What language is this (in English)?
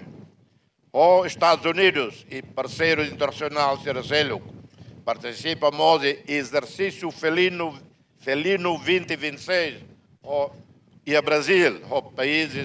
Tetum